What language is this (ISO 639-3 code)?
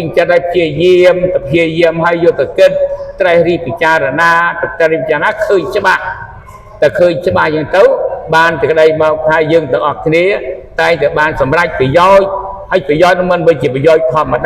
khm